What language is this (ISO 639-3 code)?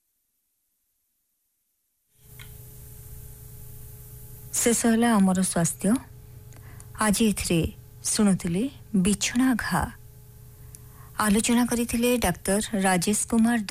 ori